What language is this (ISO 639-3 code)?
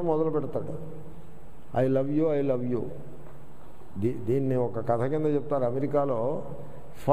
tel